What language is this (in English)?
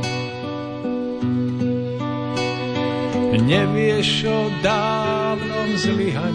Slovak